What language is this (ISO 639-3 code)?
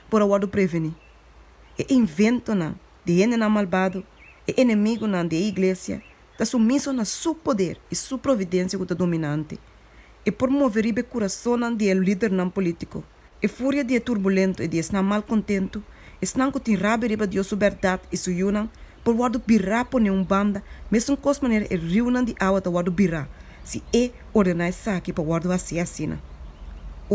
pap